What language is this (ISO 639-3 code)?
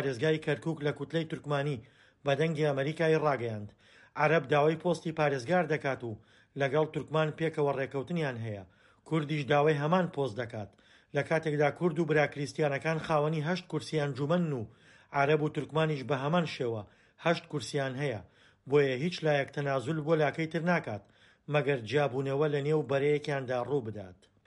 ckb